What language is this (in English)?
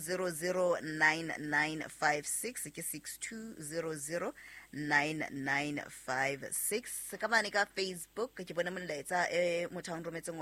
Southern Sotho